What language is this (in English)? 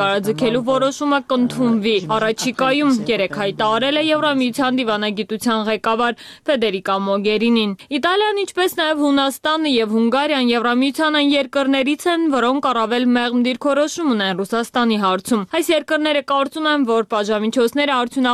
Armenian